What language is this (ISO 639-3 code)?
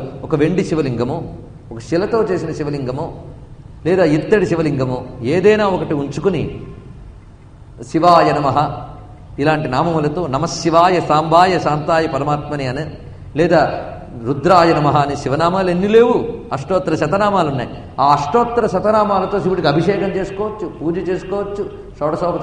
tel